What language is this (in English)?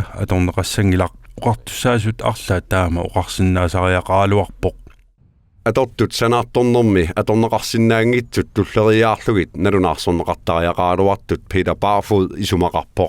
Kalaallisut